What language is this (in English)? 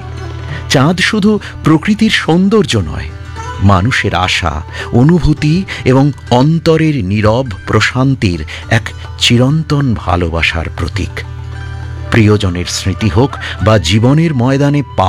Bangla